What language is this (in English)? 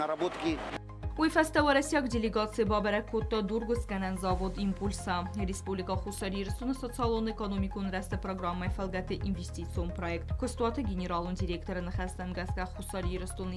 Ossetic